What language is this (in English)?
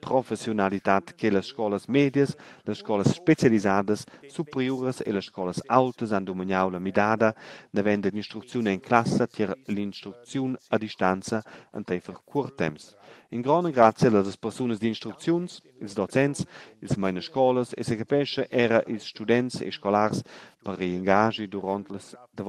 Romansh